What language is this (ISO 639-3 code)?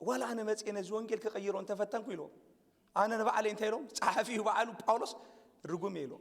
tir